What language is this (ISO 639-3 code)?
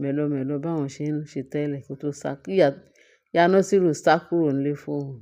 yor